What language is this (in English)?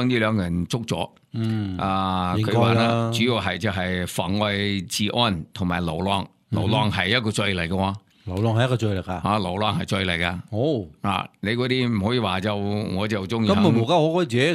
Cantonese